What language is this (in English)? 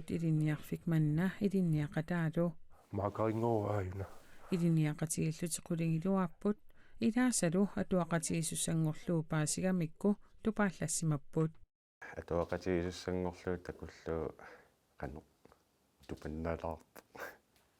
Kalaallisut